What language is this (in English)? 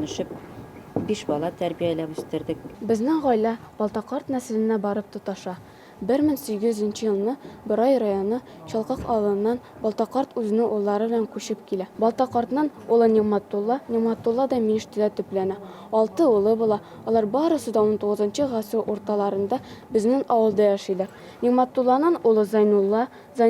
Bashkir